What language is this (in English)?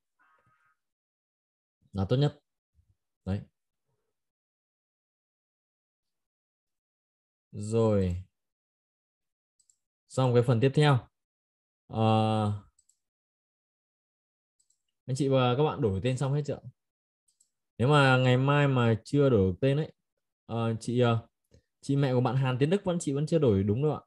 Vietnamese